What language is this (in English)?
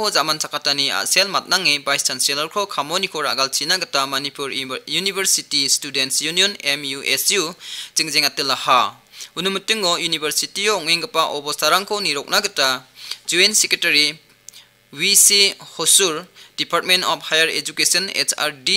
Garo